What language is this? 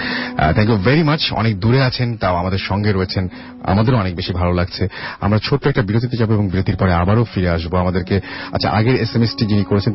Bangla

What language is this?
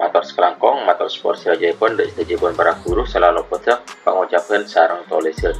Madurese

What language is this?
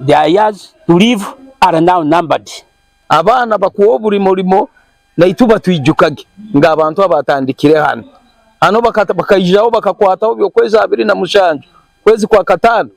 Nyankole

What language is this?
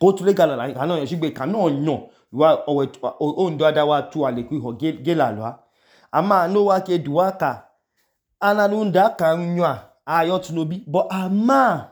Idoma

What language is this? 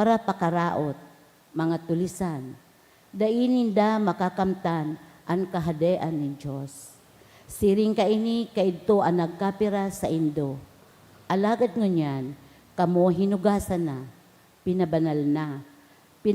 Bikol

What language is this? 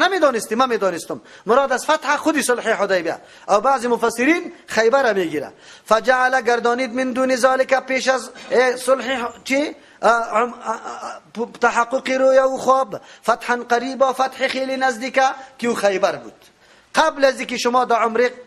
Persian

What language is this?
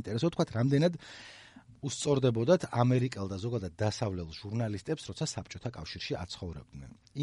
Georgian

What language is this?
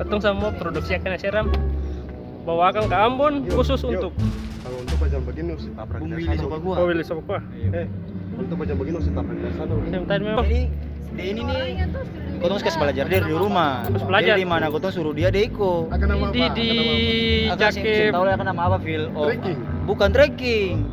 Ambonese Malay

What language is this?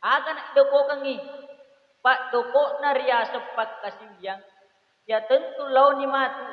Buginese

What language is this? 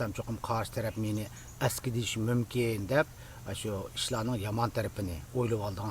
Uyghur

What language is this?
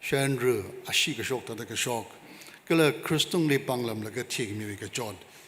Tangkhul Naga (India)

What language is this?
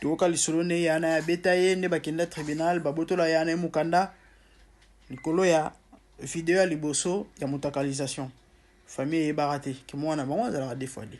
Lingala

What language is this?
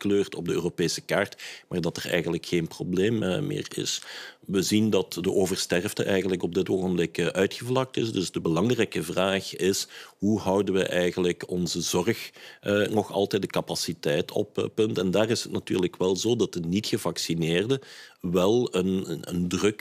Dutch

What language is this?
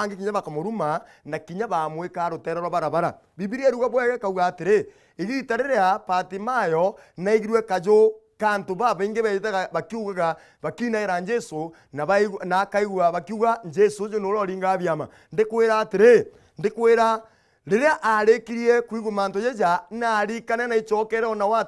Meru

